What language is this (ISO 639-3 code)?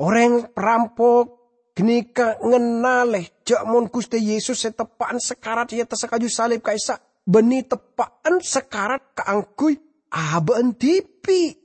mad